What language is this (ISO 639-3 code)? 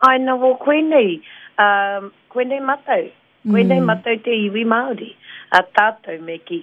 mri